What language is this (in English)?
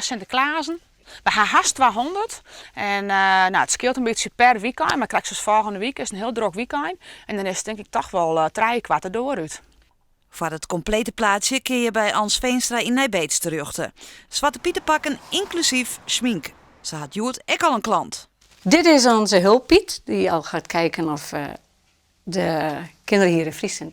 Western Frisian